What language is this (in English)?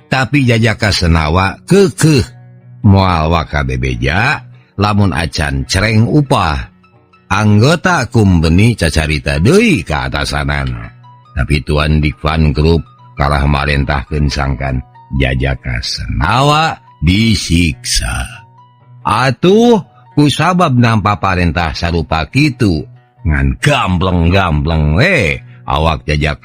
Sundanese